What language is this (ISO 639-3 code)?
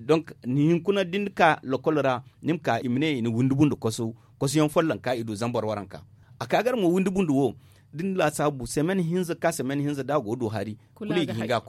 dje